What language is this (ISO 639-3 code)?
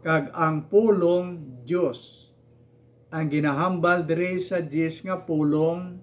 hil